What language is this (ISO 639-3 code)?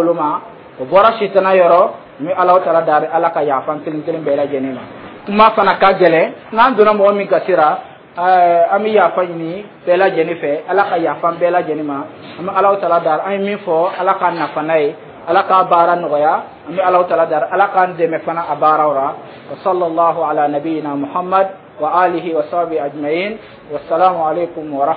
dyu